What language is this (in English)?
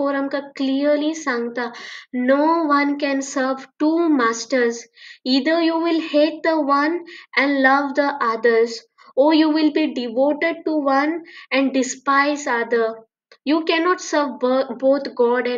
Konkani